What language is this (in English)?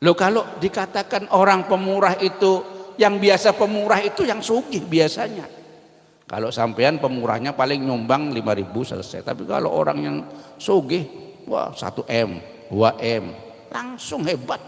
Banjar